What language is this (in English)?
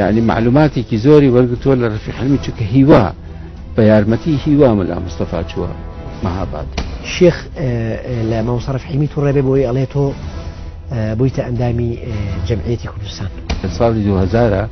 Central Kurdish